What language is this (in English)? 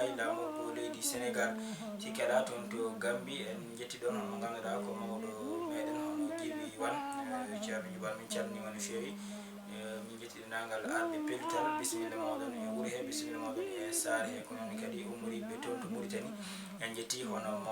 Fula